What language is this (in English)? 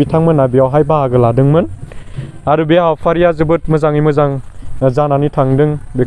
Bodo